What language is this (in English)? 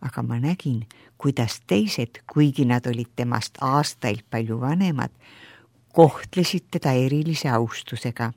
Estonian